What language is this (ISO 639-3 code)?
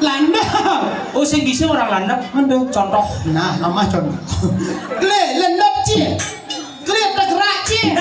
ban